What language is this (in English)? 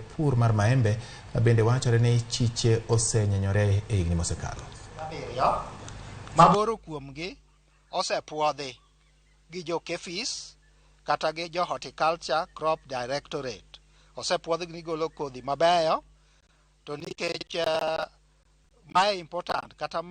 Luo (Kenya and Tanzania)